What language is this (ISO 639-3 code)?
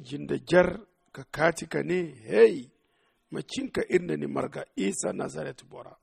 dje